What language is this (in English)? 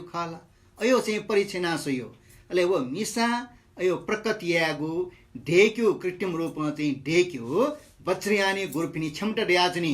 Newari